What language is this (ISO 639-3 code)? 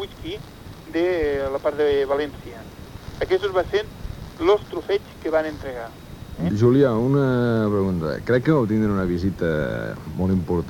cat